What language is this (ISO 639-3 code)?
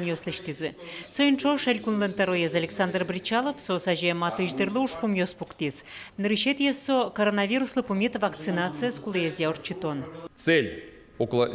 udm